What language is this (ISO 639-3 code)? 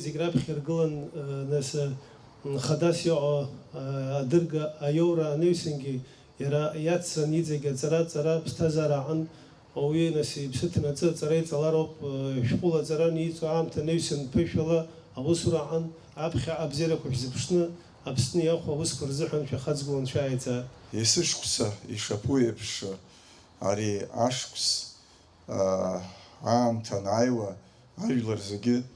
abk